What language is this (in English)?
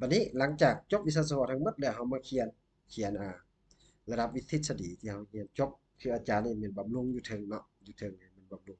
Lao